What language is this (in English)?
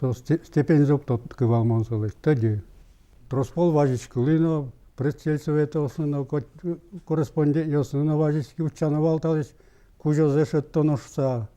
Udmurt